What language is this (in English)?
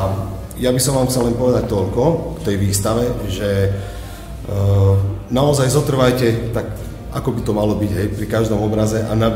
Slovak